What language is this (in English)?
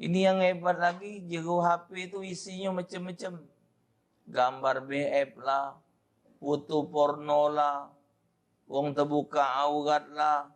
Musi